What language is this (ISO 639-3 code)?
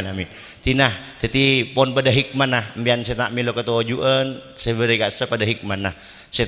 mad